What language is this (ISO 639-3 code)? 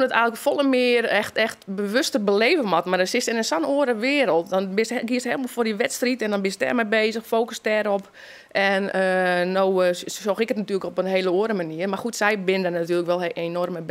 fry